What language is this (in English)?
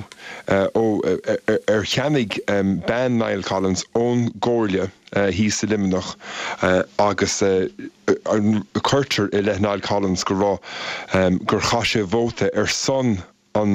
Irish